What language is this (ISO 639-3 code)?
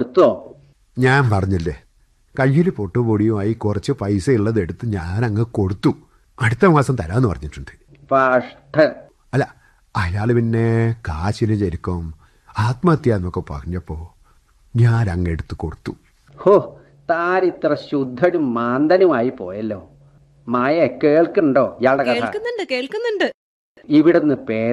mal